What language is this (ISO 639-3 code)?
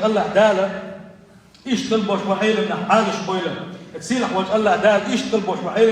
che